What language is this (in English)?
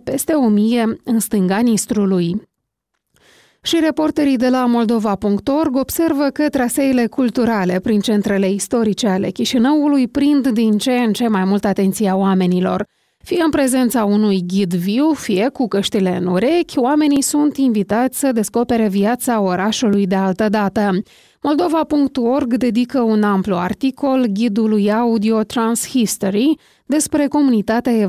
Romanian